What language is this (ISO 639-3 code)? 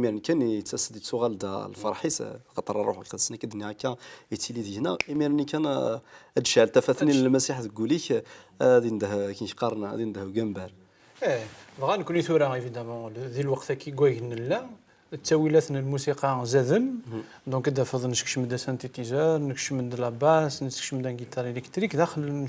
kab